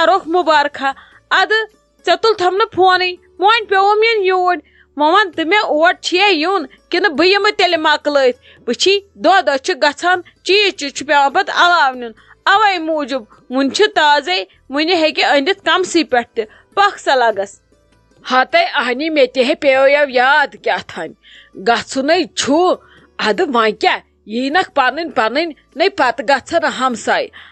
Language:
Kashmiri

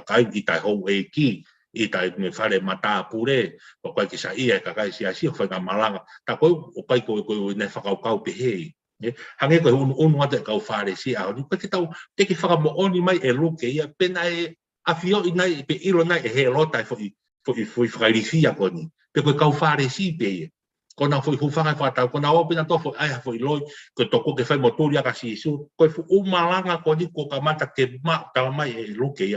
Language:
Tongan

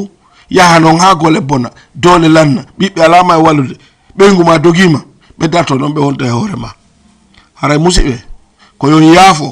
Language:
Fula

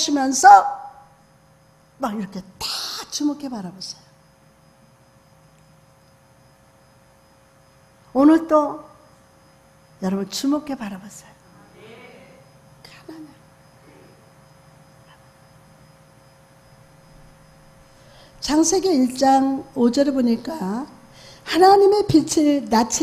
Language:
Korean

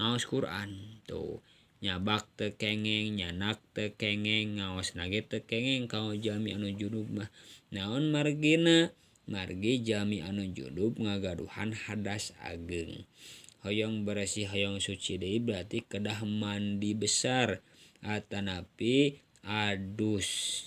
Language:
Sundanese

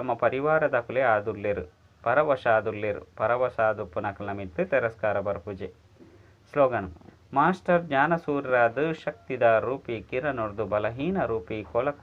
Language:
Tulu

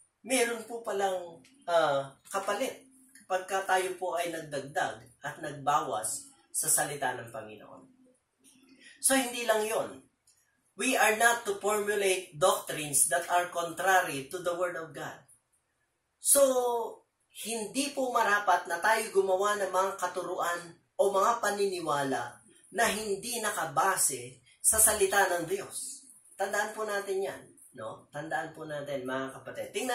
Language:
Filipino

